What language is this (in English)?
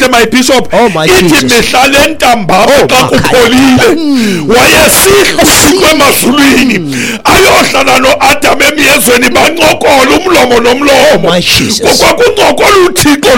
Xhosa